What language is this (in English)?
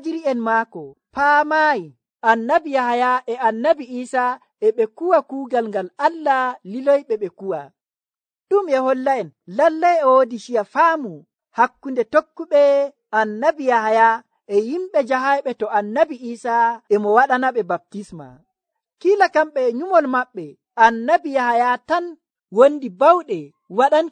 Nigerian Fulfulde